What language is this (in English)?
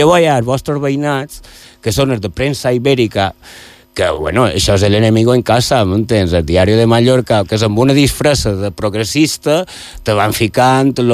Catalan